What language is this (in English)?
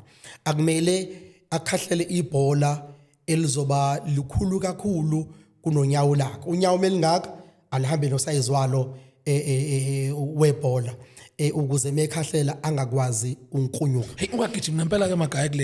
Zulu